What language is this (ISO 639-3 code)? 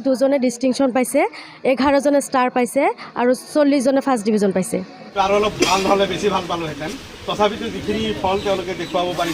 asm